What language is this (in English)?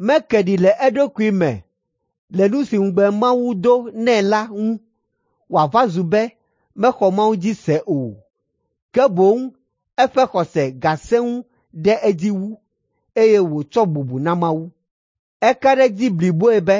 Ewe